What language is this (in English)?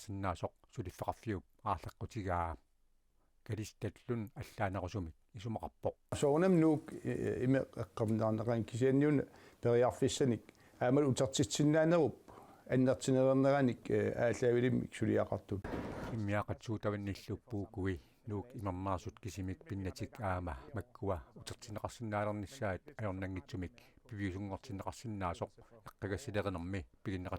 Kalaallisut